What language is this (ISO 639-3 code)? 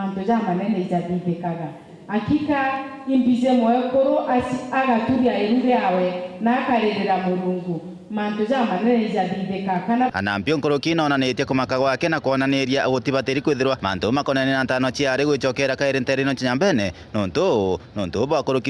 mer